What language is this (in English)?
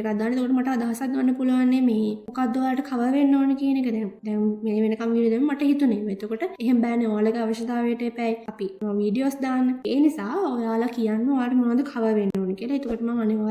Sinhala